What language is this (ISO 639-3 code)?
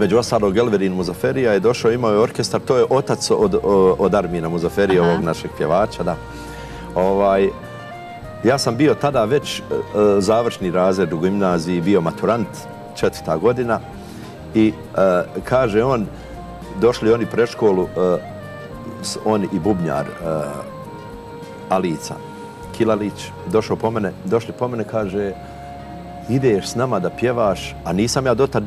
bos